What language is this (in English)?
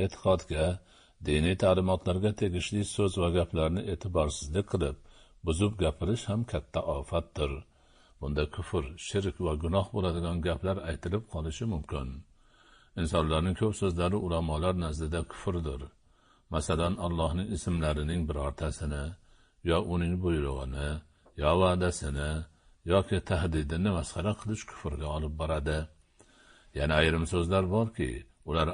Uzbek